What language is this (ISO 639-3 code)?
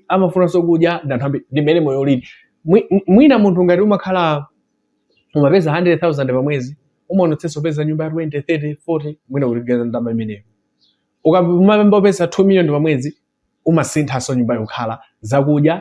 nya